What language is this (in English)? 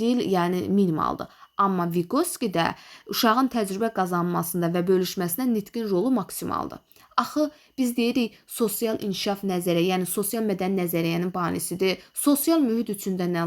Azerbaijani